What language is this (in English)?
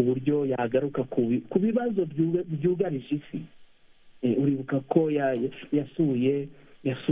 Kinyarwanda